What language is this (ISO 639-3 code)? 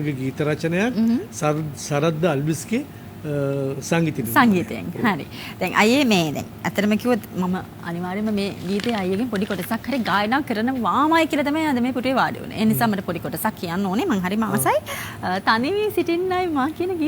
sin